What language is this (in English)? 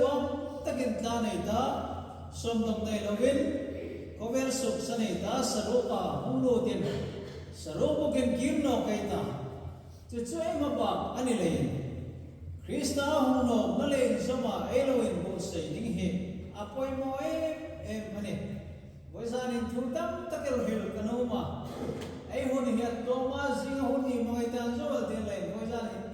Hmar